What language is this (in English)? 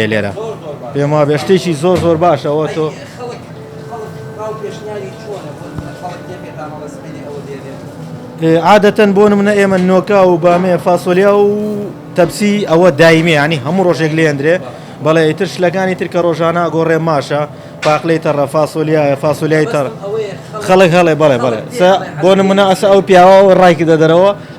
Central Kurdish